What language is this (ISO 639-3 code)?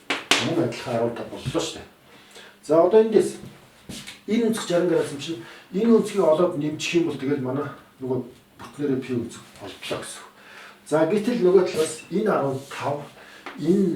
mon